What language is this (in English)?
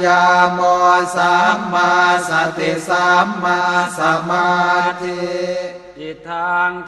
Pali